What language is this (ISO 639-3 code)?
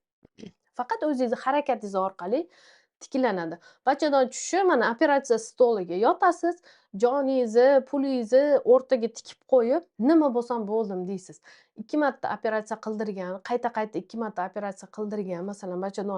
uzb